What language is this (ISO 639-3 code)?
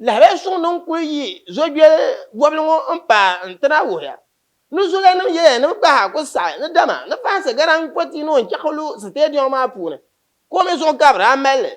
dag